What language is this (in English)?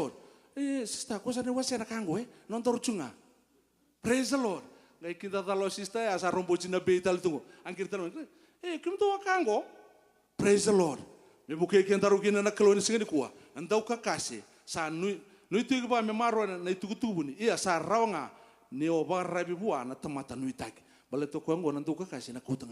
Fijian